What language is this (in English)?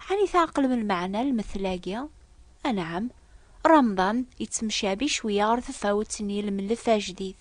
Kabyle